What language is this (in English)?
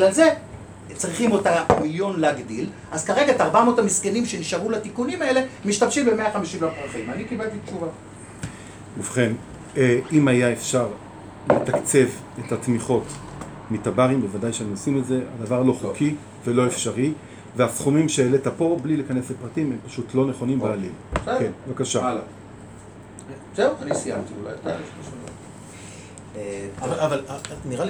Hebrew